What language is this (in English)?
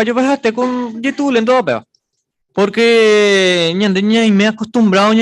Guarani